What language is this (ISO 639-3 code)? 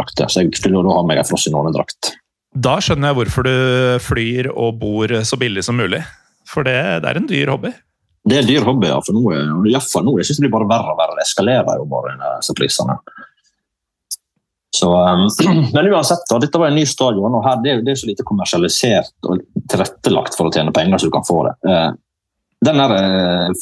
nor